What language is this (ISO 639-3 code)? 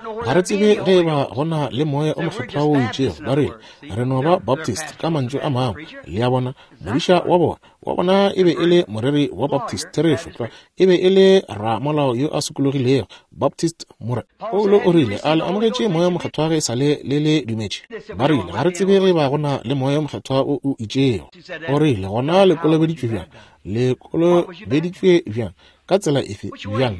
nso